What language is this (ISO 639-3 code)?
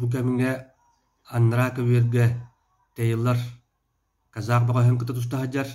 sah